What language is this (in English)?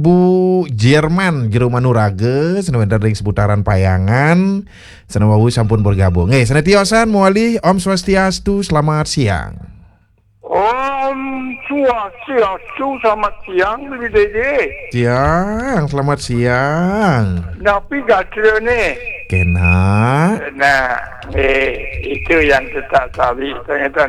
Balinese